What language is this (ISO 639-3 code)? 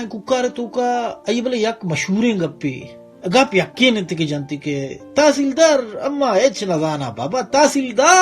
bal